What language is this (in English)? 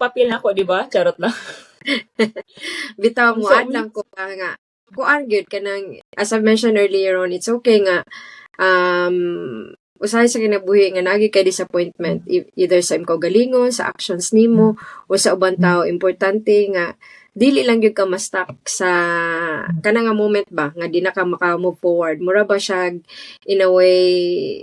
Cebuano